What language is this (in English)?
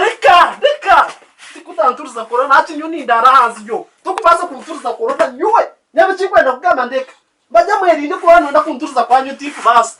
Nyankole